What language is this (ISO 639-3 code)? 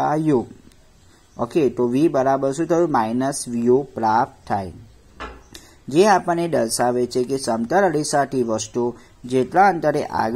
guj